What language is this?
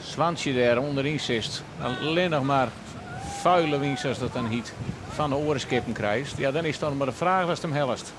Western Frisian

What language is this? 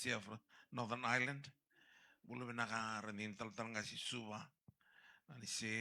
Fijian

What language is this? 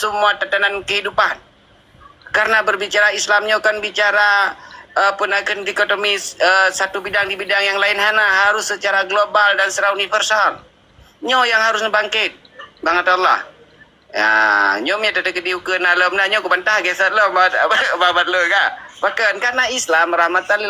Achinese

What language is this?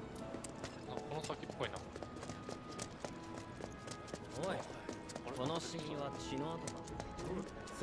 Japanese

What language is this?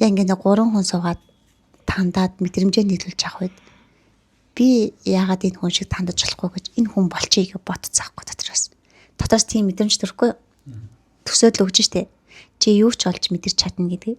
Mongolian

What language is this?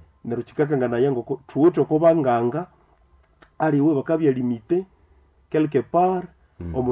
Nande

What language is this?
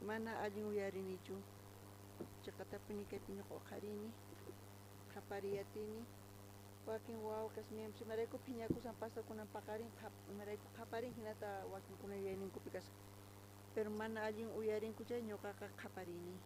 South Bolivian Quechua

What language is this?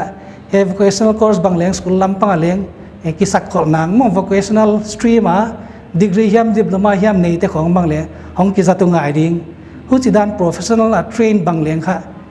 Paite Chin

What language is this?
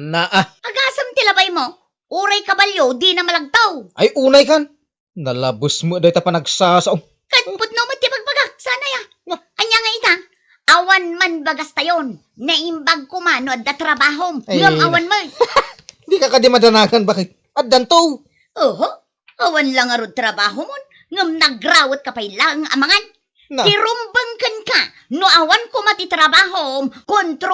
Iloko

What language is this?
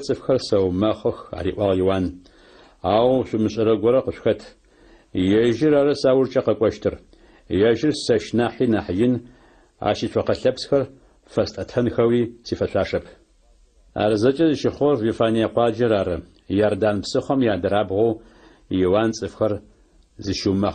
Adyghe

